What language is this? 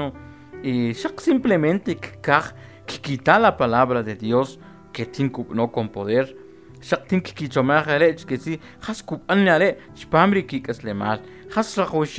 Kʼicheʼ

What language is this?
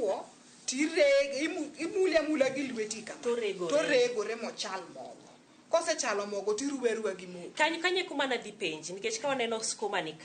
Luo (Kenya and Tanzania)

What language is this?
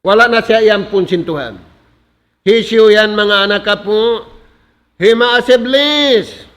Tausug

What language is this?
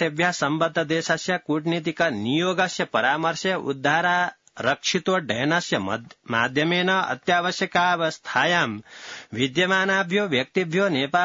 Sanskrit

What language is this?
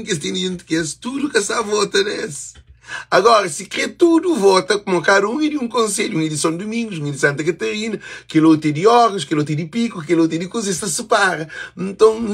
Kabuverdianu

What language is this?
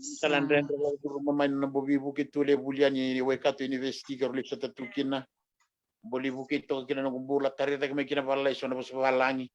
Fijian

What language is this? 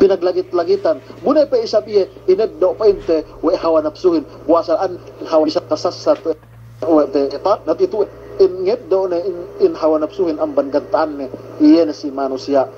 Yakan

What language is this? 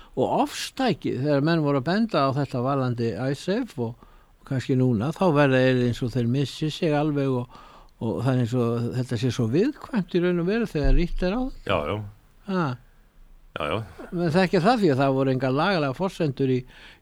Icelandic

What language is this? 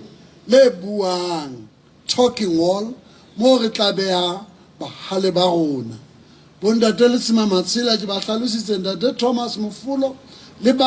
Southern Sotho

